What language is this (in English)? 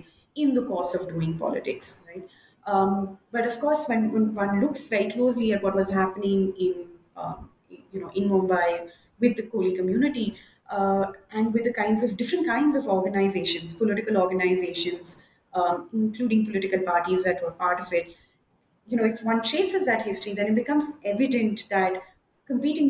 English